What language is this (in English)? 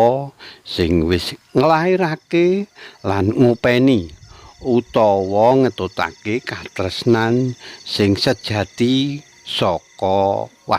Javanese